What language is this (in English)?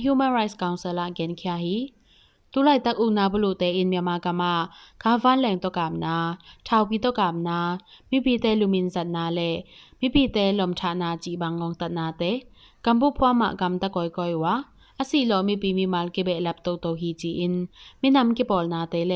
Tedim Chin